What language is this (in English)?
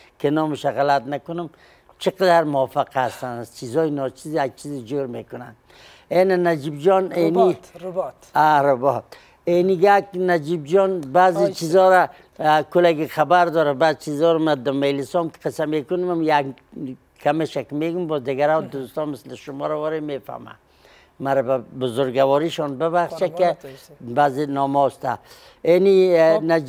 Persian